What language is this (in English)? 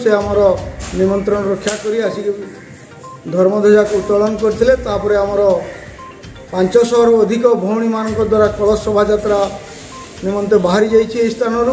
Odia